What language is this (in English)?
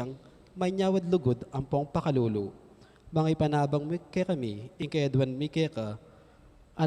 Pampanga